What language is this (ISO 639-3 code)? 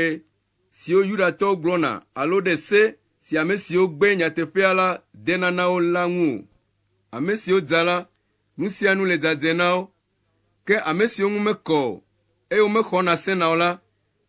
ewe